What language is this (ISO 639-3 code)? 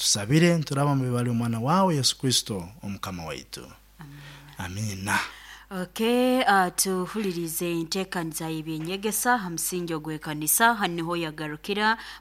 nyo